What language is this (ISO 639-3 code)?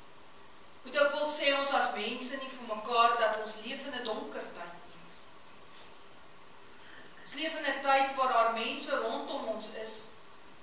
afr